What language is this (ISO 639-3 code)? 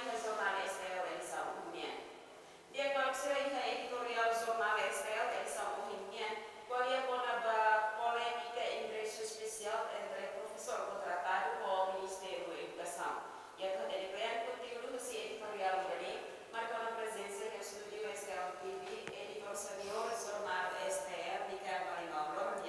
tet